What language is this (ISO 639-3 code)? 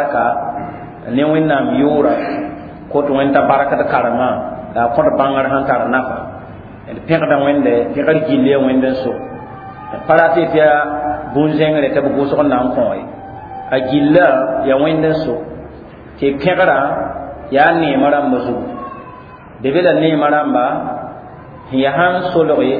mos